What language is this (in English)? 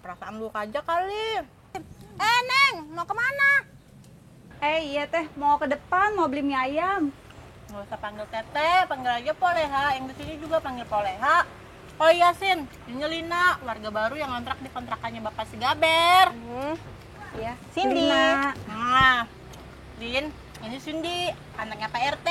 Betawi